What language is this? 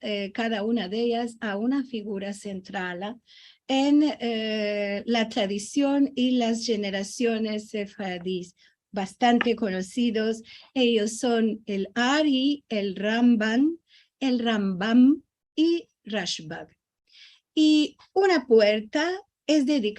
Ladino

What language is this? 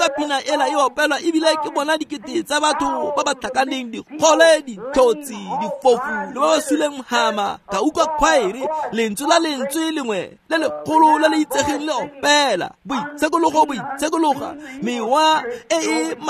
Tswana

